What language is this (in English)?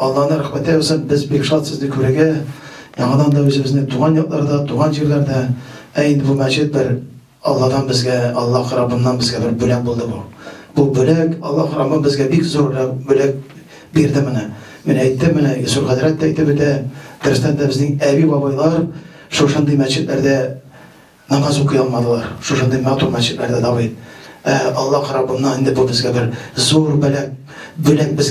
Tatar